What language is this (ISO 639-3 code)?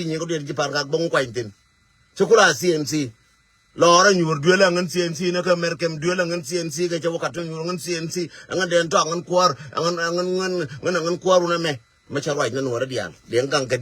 nus